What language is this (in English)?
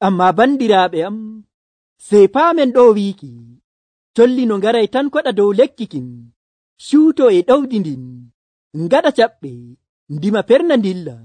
Nigerian Fulfulde